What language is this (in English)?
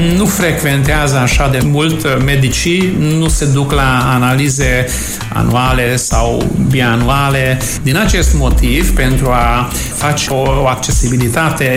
Romanian